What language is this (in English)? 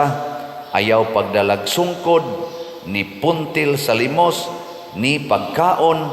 Cebuano